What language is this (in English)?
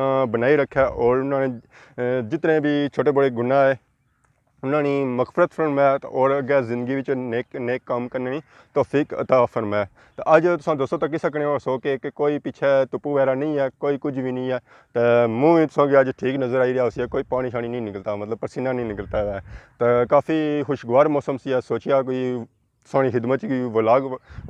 Pahari-Potwari